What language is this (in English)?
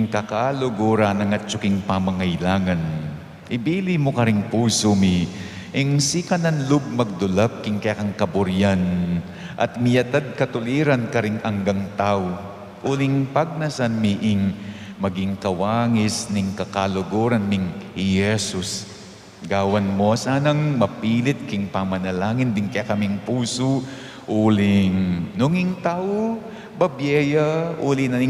Pampanga